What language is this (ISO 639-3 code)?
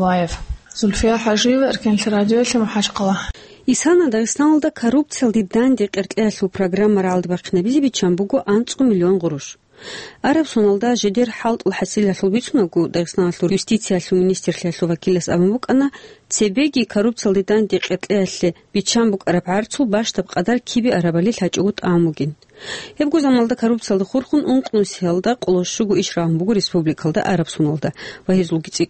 ava